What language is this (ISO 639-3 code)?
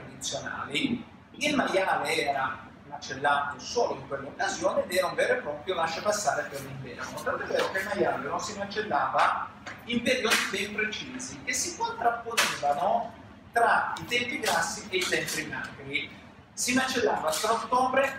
ita